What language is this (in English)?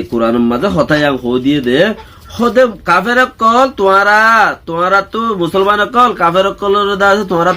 Rohingya